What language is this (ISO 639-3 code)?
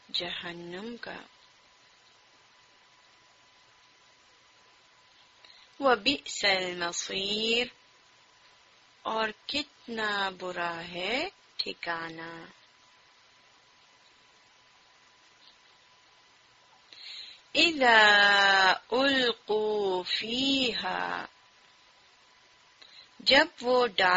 urd